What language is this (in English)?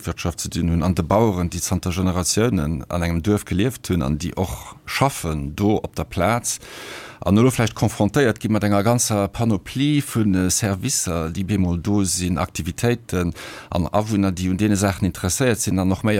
Luxembourgish